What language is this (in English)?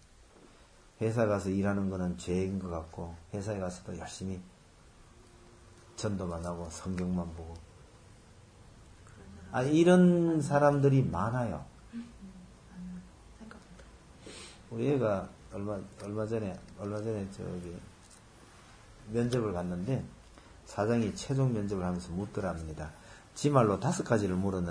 Korean